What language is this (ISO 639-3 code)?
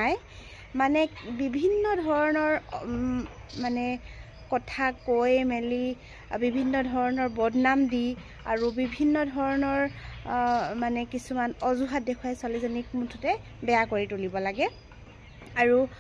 asm